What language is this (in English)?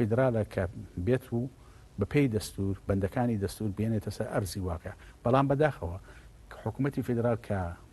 Central Kurdish